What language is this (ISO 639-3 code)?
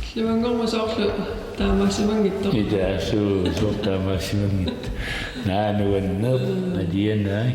kal